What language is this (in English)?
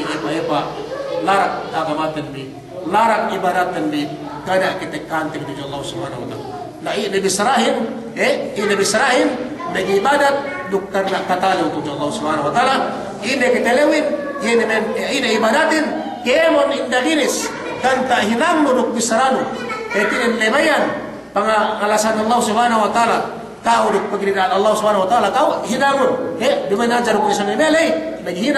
Yakan